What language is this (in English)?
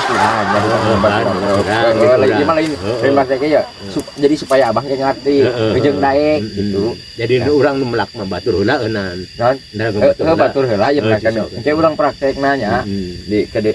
Sundanese